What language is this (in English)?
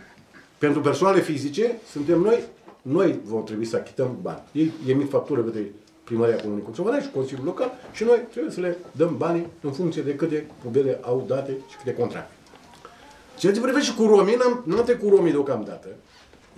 Romanian